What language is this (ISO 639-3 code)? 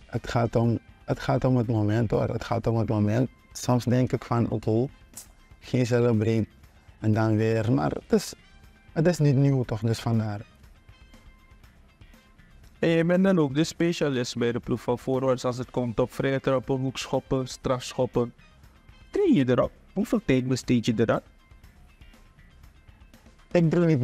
nld